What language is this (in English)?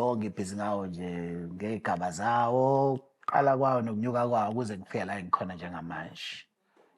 Zulu